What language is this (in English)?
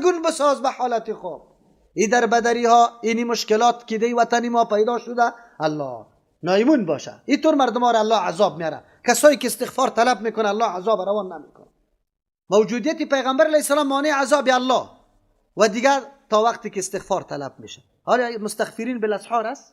Persian